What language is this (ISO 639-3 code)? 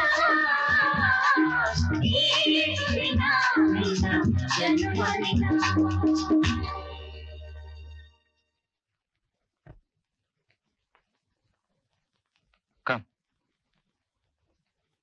kan